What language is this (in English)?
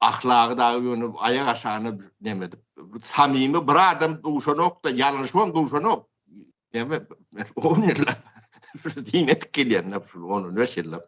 Turkmen